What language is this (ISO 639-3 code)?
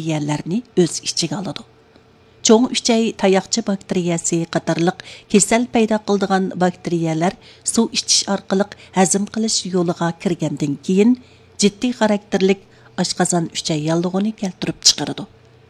uig